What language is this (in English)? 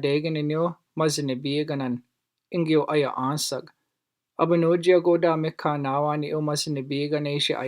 Chippewa